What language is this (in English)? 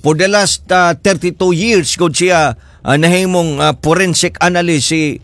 Cebuano